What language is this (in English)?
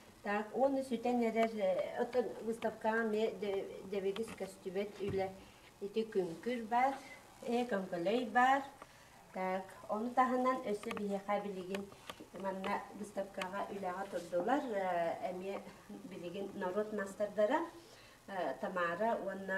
Yakut